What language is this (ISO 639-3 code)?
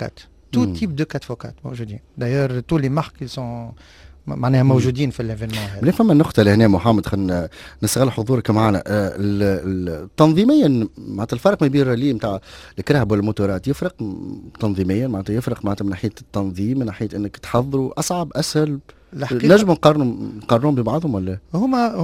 aeb